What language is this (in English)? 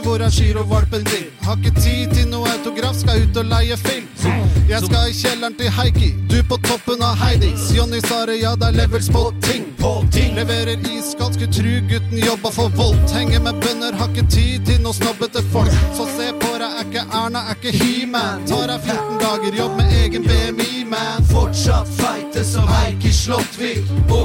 Norwegian